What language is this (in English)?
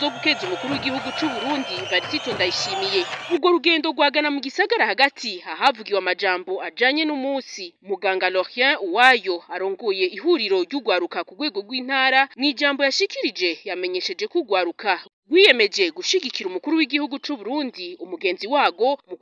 Rundi